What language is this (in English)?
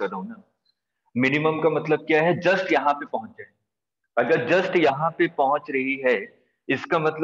Hindi